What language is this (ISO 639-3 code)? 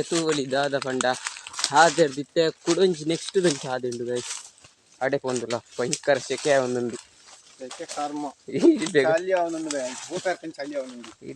tcy